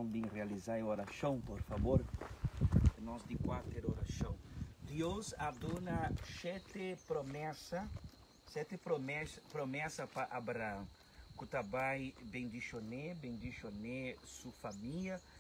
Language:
Papiamento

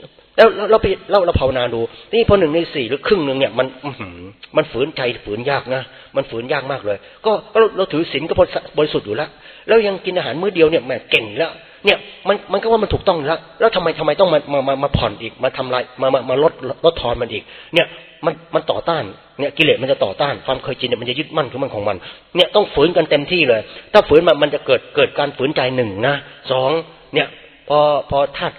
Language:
Thai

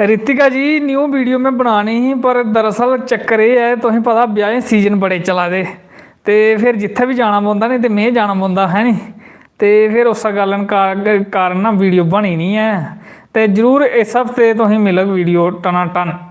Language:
Dogri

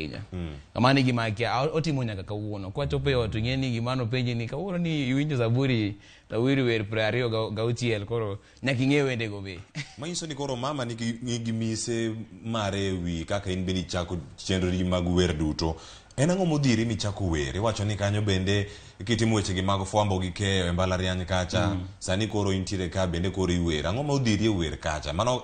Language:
Luo (Kenya and Tanzania)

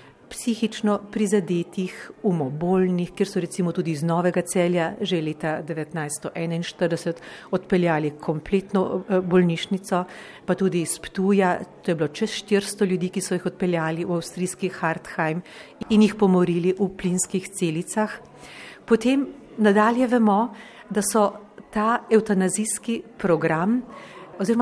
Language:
Slovenian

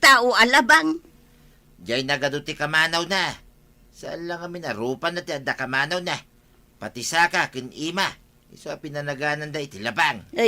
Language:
Iloko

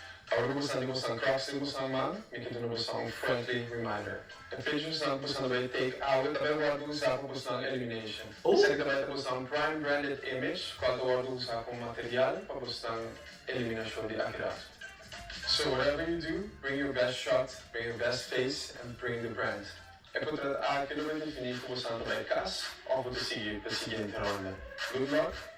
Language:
Papiamento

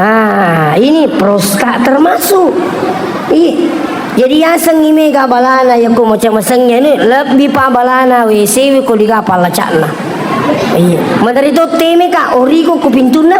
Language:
Buginese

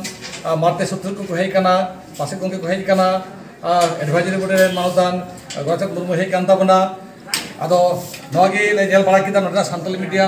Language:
Santali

